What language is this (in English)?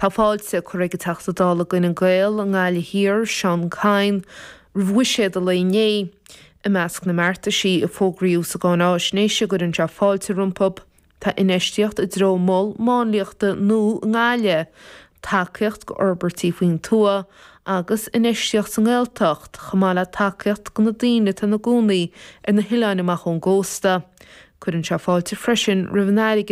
Irish